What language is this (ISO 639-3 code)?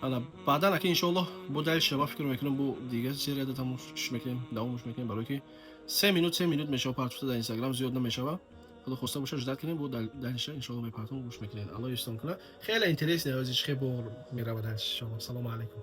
tgk